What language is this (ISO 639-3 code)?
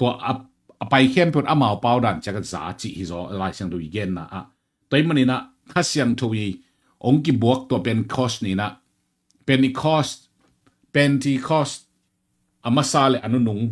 ctd